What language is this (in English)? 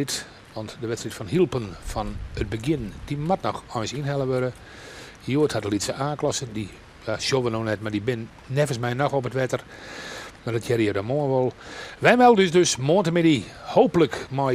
Western Frisian